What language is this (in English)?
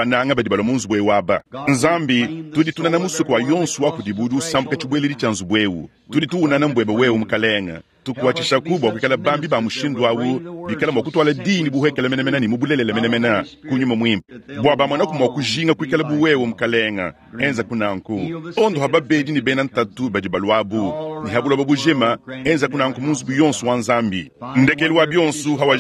Luba-Lulua